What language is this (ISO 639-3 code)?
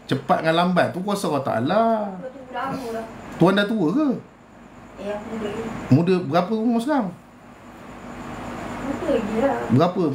msa